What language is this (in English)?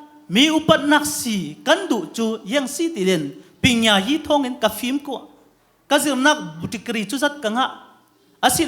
Hakha Chin